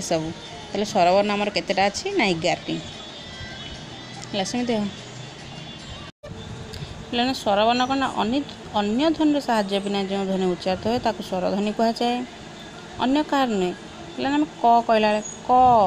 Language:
Odia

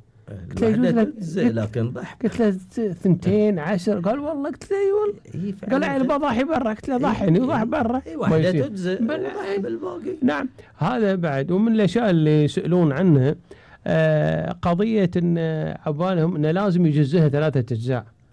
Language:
Gulf Arabic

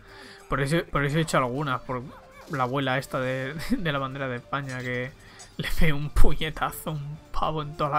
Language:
Spanish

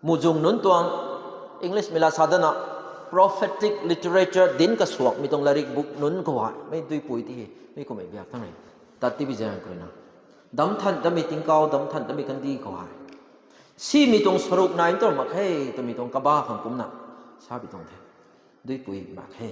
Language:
Rongmei Naga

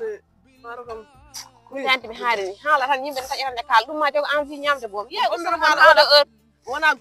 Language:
Fula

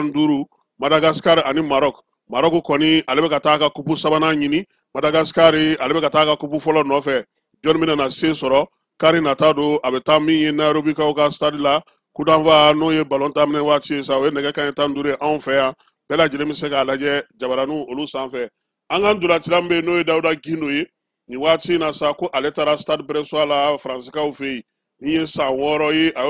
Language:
Bambara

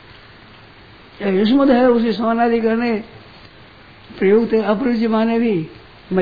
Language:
Hindi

